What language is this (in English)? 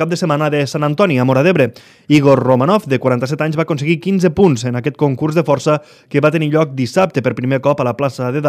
Catalan